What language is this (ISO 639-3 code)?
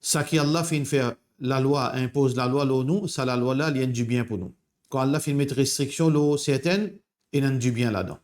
mfe